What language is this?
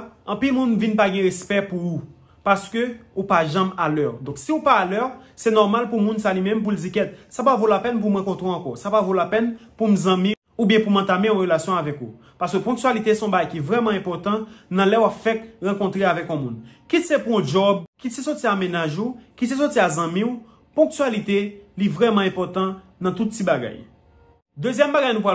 Haitian Creole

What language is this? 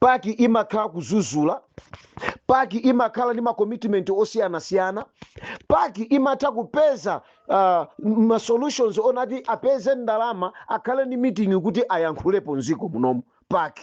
Nyanja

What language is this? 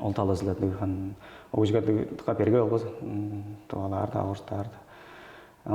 Tuvinian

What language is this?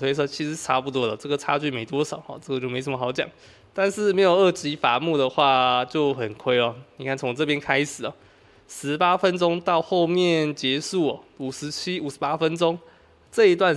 Chinese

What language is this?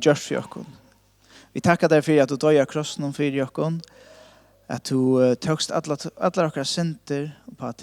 Faroese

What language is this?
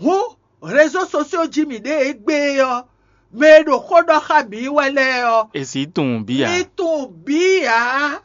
Fon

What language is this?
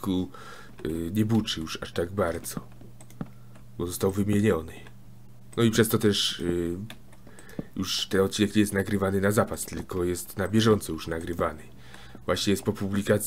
Polish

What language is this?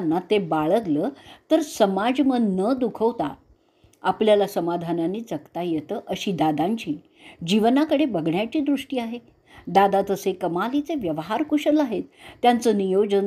Marathi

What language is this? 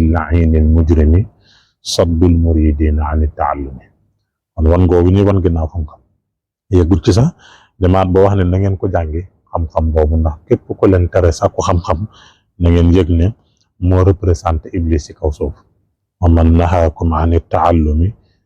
Wolof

